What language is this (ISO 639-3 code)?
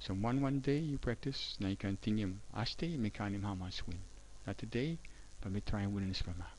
tpi